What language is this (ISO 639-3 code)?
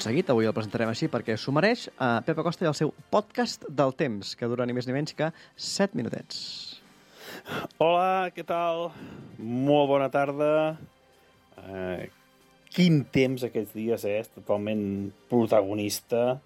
cat